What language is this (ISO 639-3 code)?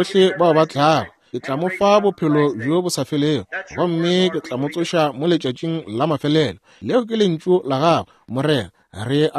nso